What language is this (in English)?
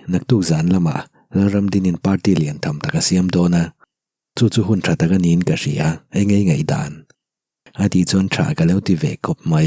Mizo